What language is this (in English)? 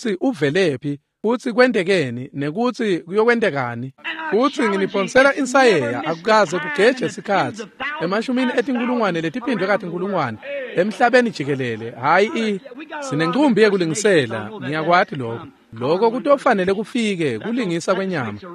Swati